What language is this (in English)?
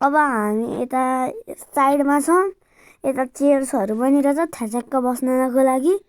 Nepali